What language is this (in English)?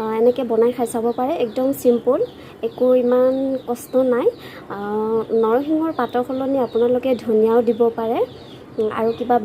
Assamese